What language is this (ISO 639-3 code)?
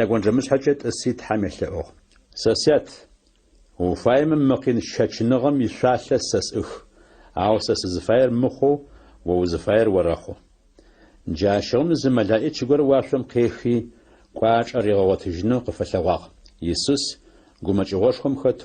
ady